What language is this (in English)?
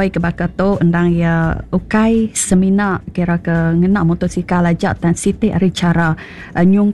Iban